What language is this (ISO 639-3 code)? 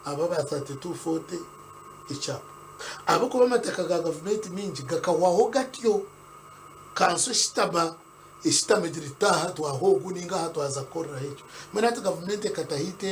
nyn